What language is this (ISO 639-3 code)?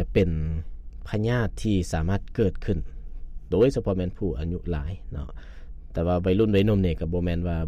lao